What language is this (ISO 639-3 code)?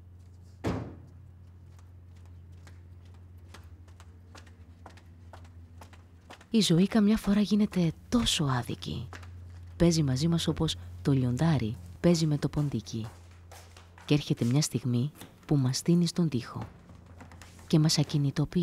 ell